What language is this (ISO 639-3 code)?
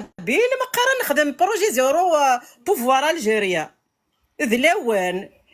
kab